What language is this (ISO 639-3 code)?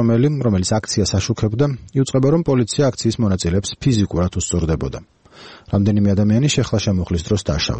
kat